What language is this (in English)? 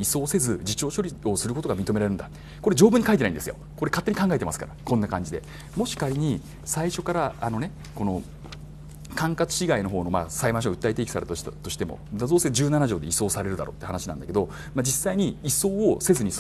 Japanese